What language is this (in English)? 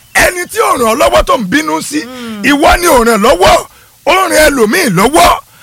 Yoruba